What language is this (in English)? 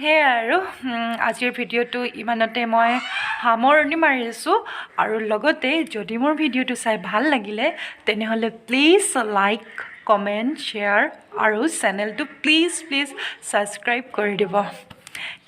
Assamese